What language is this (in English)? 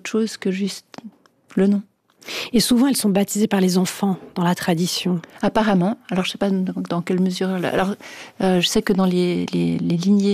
French